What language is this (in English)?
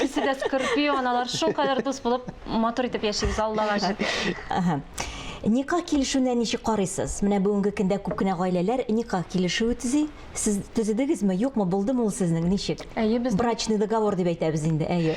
Tatar